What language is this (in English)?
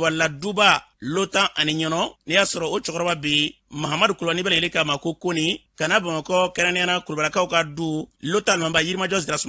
Bambara